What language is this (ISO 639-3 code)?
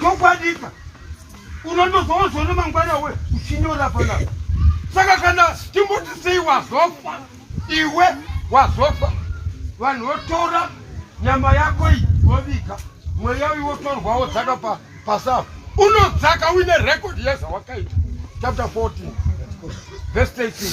sna